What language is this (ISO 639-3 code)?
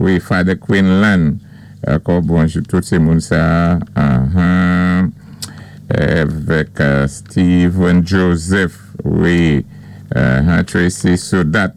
acf